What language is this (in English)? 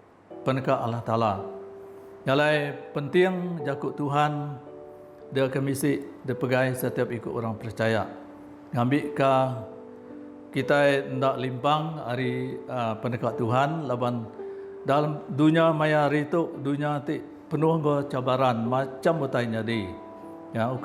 Iban